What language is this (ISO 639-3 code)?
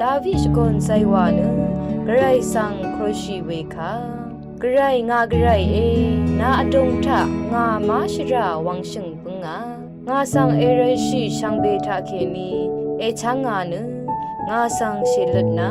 raw